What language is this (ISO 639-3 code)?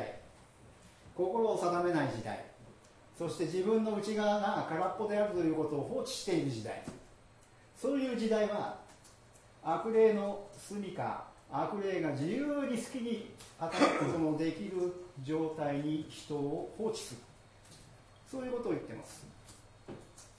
jpn